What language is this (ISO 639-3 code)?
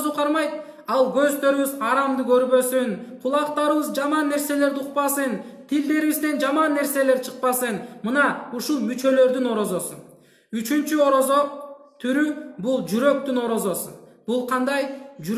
kir